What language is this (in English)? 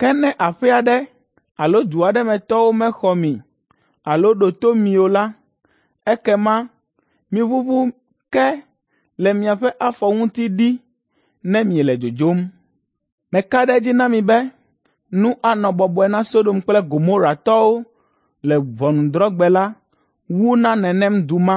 Ewe